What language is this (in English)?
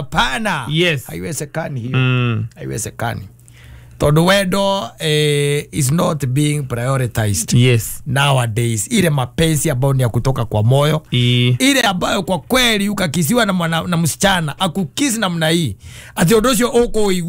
Kikuyu